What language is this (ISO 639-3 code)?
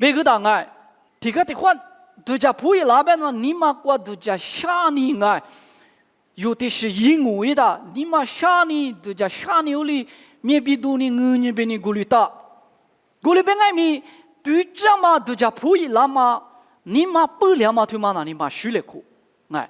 lis